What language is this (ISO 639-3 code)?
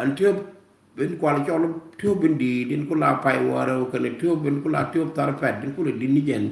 nus